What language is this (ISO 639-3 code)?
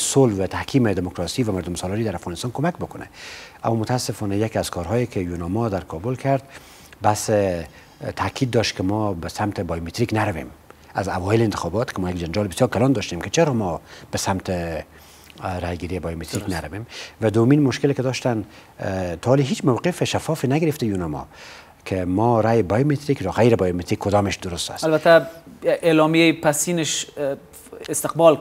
fas